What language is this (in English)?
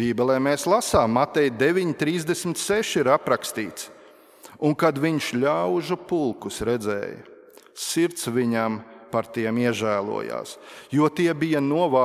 Latvian